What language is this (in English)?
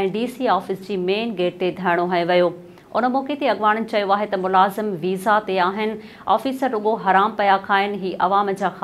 Sindhi